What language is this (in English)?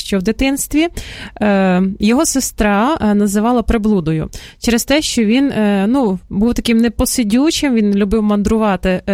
Ukrainian